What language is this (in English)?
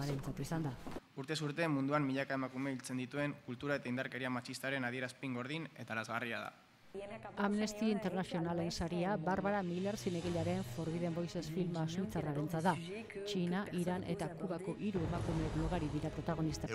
Basque